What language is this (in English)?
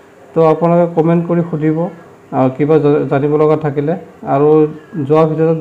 Assamese